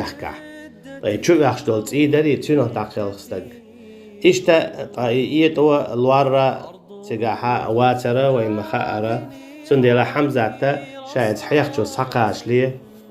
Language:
Chechen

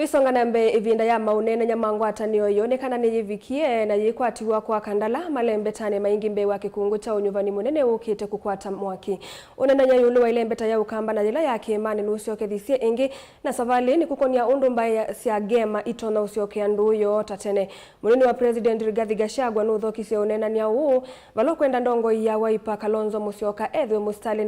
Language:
Kamba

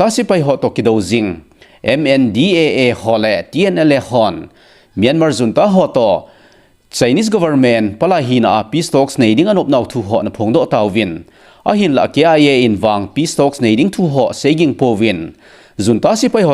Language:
Thado Chin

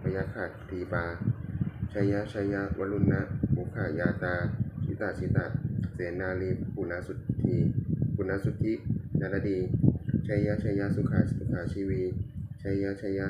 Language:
Pali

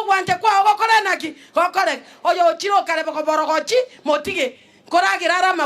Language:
Gusii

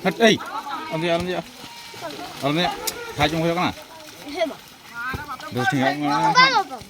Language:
Santali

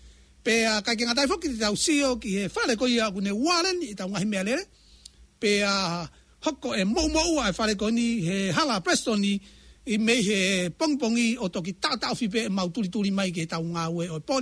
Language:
Tongan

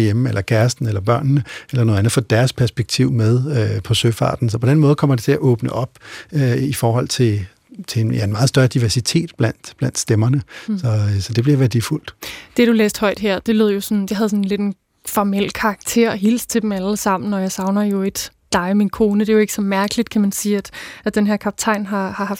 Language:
Danish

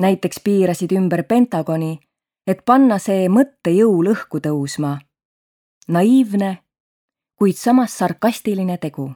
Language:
Estonian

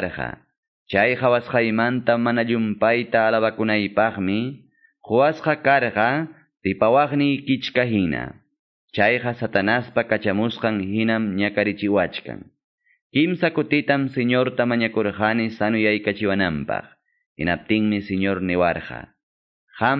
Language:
Quechua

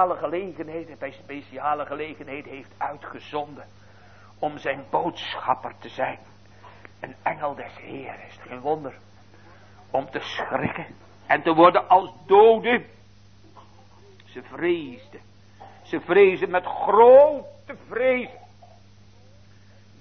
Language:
Dutch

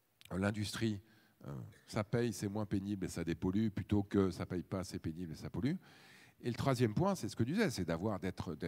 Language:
French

